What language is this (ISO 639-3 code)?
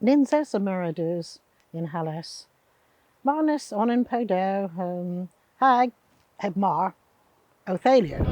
cor